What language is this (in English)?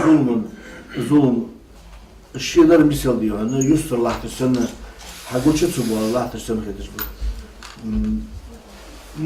Ingush